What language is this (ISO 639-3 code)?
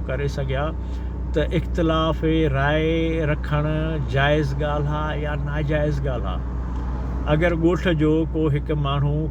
snd